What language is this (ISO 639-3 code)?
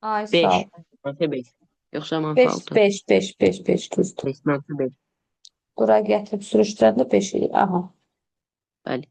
aze